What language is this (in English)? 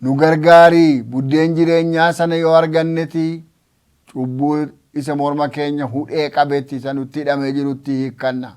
Oromo